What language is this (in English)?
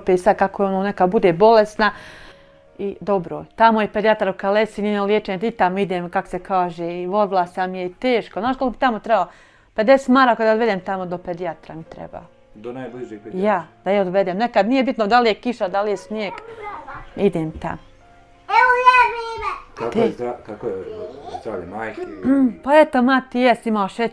Bosnian